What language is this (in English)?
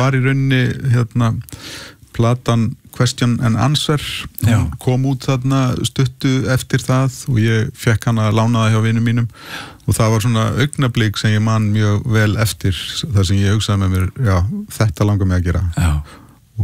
Icelandic